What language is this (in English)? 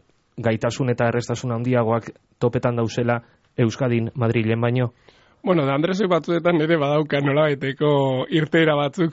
Basque